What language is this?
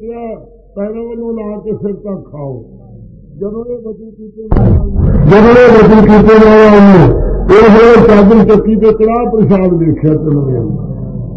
Punjabi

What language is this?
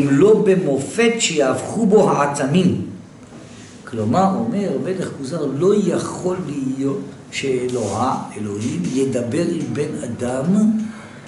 Hebrew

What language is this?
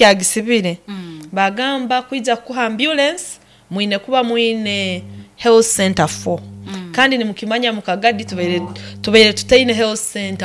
Nyankole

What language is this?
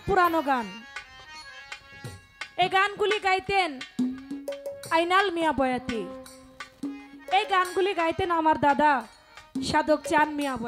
Bangla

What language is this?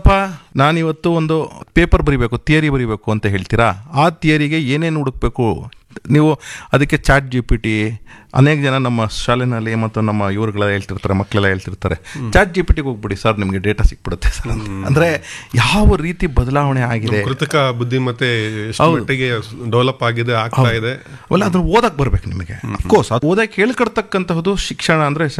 Kannada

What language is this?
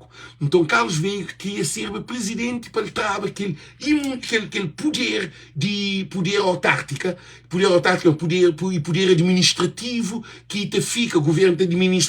Kabuverdianu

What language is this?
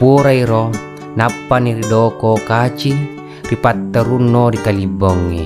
Buginese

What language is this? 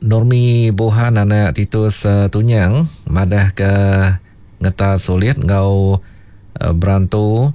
Iban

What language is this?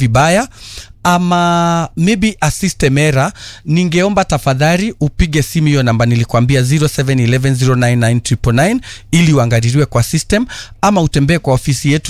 Swahili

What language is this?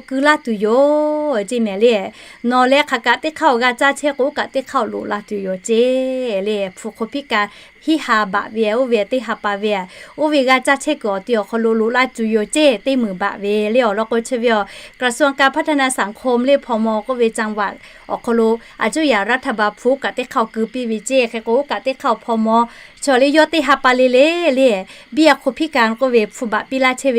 Lahu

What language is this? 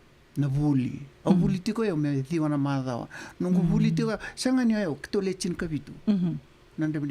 Fijian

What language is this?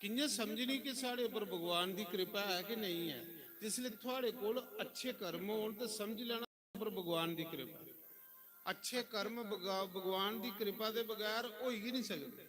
Dogri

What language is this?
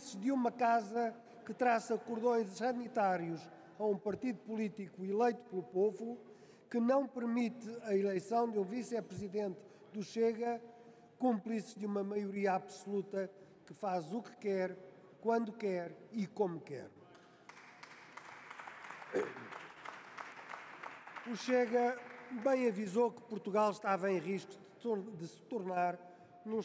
Portuguese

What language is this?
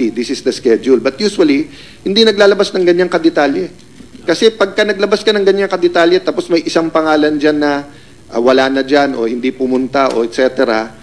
Filipino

